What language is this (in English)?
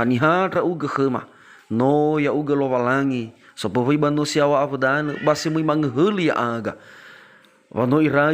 Nias